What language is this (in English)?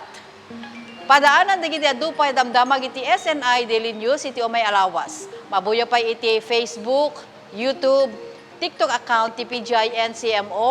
Iloko